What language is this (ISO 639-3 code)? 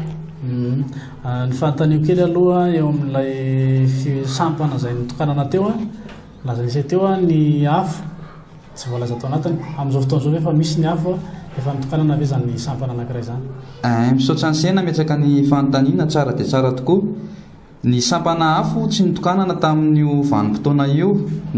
mlg